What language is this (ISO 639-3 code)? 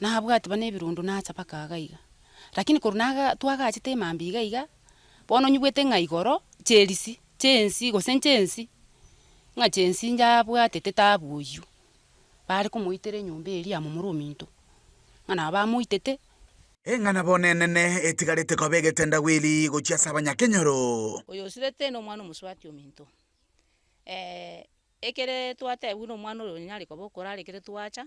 guz